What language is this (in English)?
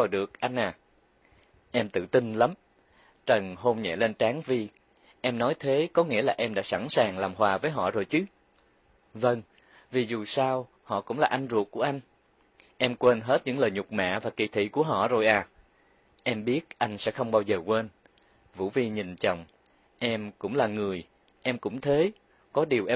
Vietnamese